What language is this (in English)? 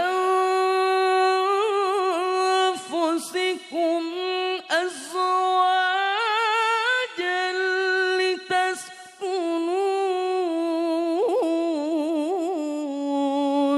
Madurese